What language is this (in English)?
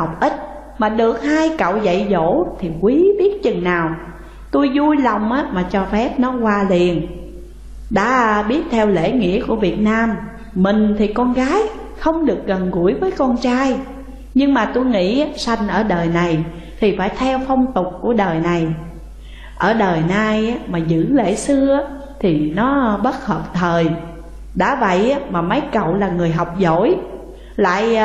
Vietnamese